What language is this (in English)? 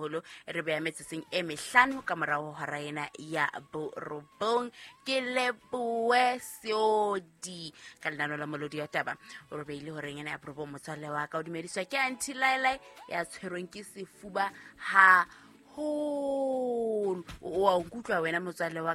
Southern Sotho